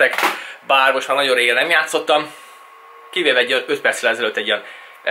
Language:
Hungarian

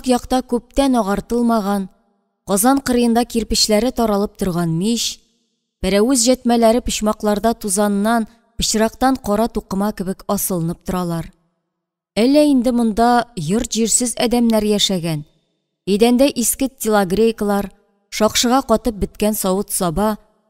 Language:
Tatar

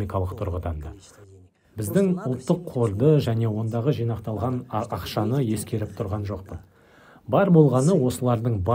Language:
Kazakh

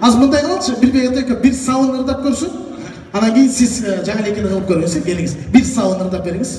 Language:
Kyrgyz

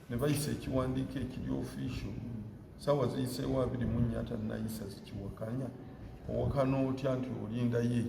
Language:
Ganda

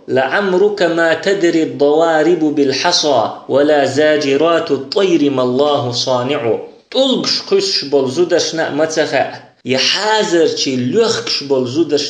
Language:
Chechen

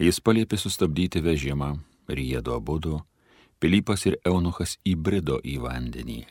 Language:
Lithuanian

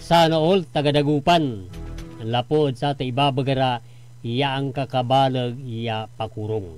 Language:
Pangasinan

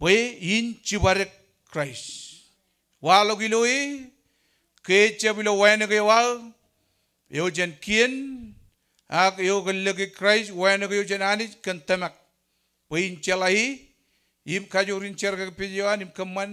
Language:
Marshallese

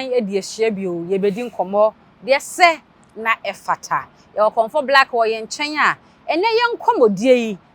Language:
Akan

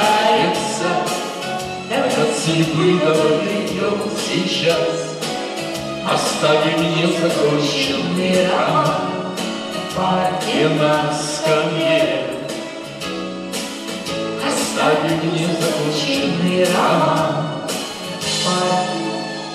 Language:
Russian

